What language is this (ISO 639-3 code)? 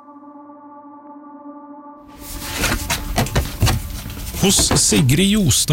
nor